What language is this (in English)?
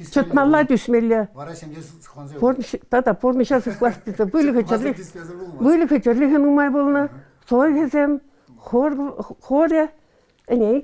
Chuvash